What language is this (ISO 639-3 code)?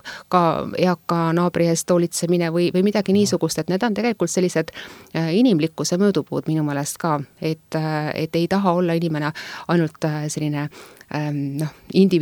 est